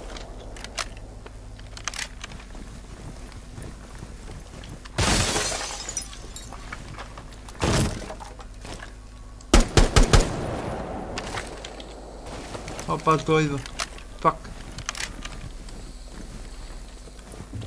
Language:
Bulgarian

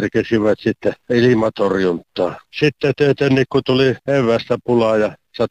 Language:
Finnish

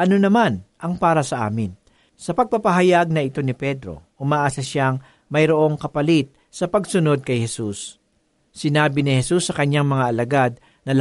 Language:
Filipino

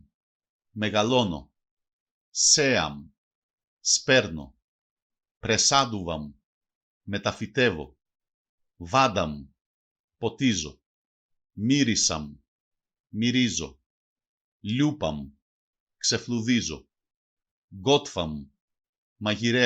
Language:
Macedonian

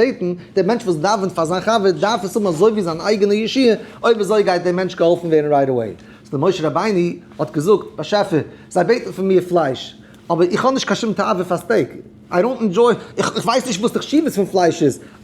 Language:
Yiddish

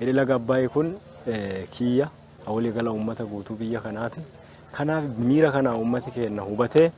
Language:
Oromo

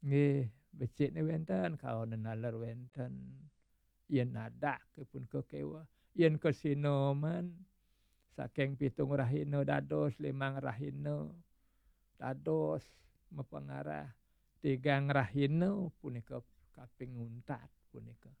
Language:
Balinese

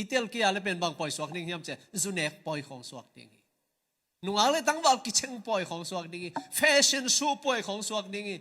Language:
Tedim Chin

